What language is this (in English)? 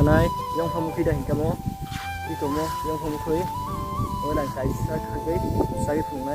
Kok Borok